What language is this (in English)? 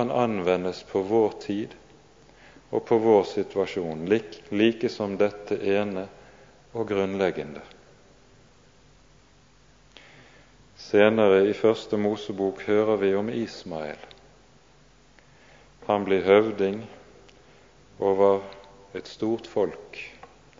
Norwegian